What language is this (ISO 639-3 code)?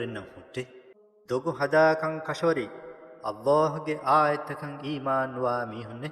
div